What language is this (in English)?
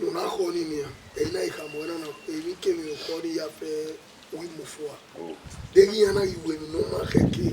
Bini